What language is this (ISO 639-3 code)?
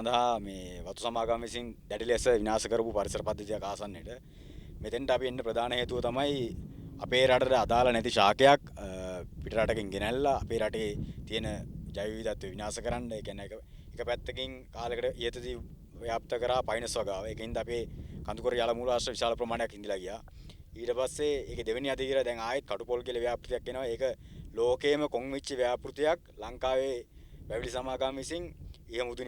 sin